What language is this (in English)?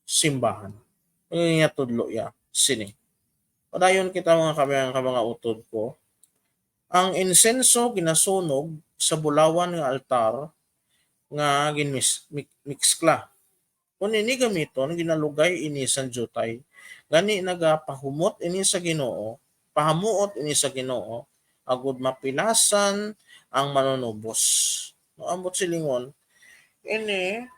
Hiligaynon